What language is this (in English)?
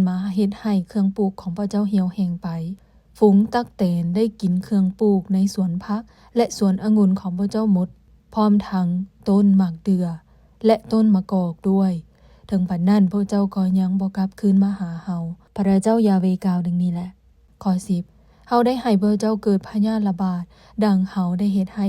Lao